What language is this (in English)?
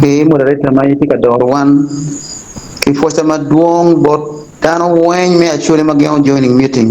Acoli